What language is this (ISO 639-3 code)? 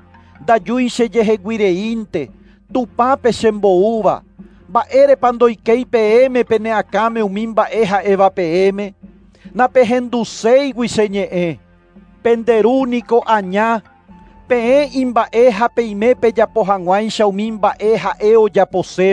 grn